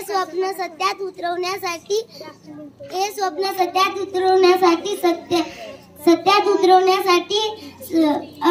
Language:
Marathi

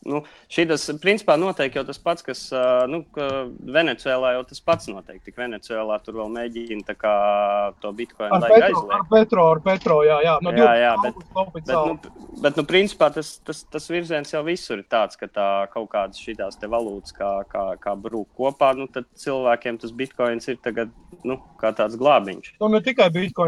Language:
Latvian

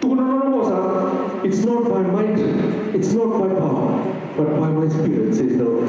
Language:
Fijian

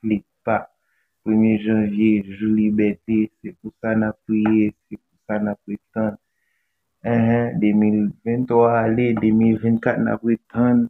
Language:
Haitian Creole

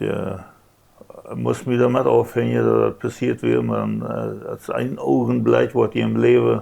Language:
Plautdietsch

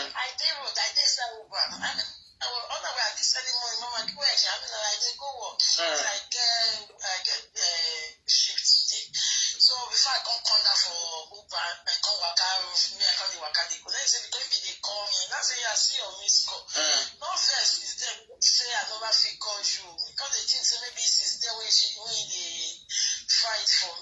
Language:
Nigerian Pidgin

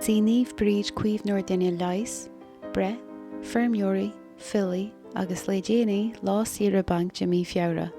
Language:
Irish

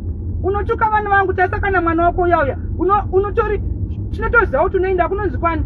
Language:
Shona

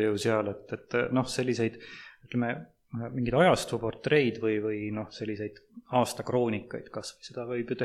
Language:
Estonian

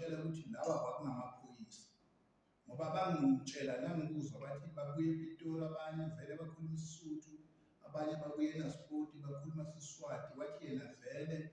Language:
Zulu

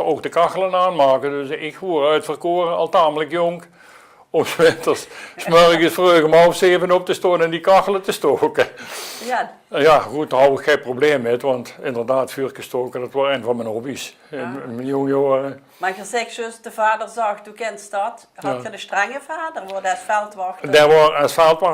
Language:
Limburgish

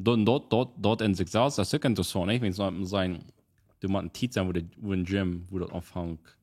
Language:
Plautdietsch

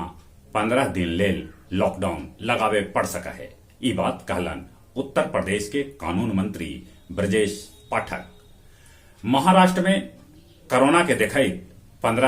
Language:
Magahi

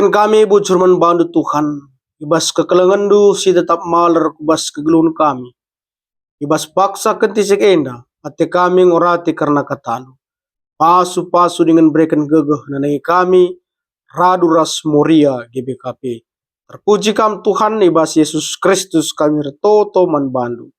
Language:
Batak Karo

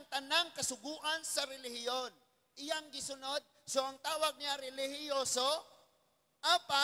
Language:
Cebuano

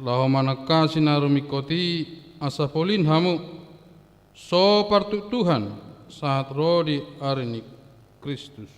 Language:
Batak Toba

